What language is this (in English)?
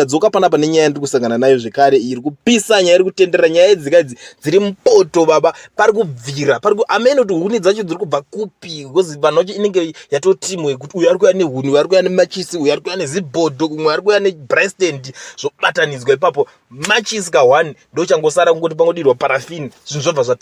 Shona